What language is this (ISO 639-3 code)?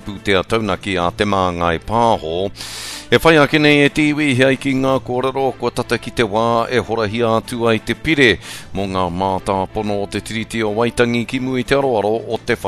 mri